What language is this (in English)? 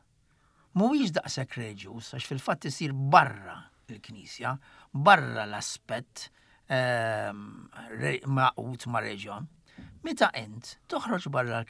Maltese